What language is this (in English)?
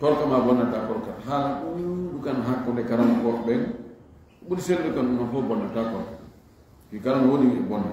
Fula